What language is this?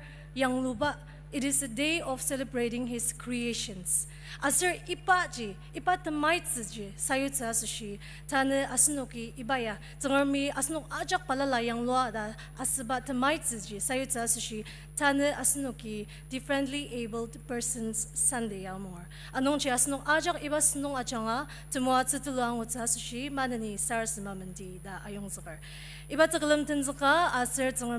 Ao Naga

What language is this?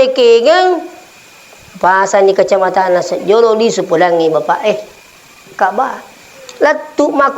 Buginese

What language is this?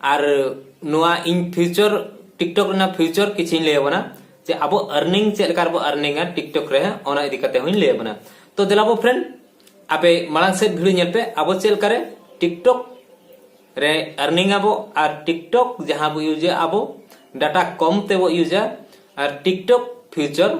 Santali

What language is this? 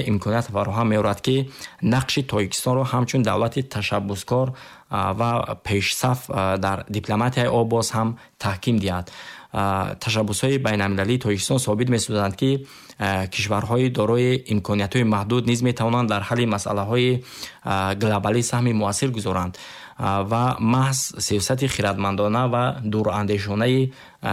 Tajik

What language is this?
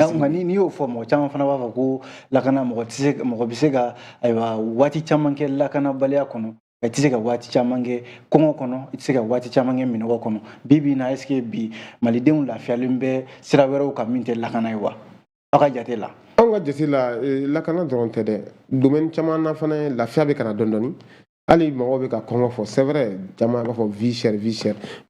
Bambara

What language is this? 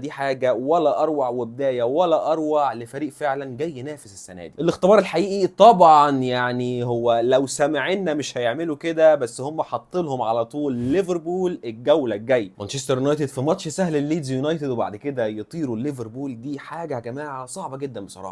Egyptian Arabic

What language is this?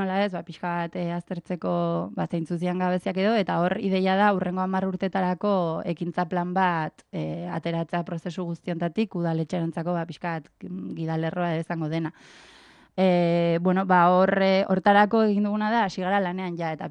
Basque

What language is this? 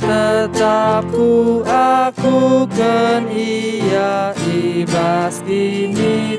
Batak Karo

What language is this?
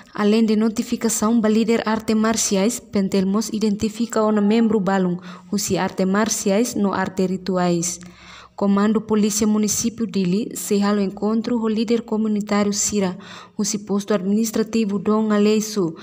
Tetum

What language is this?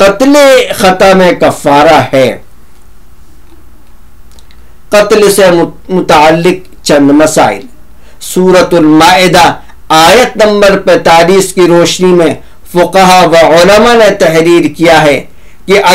Urdu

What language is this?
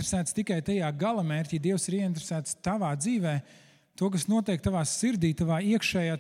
Latvian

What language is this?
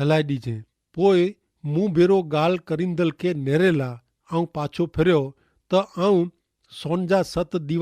Kachhi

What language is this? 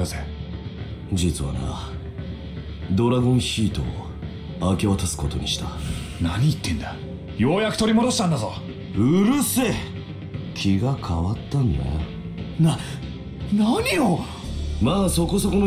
Japanese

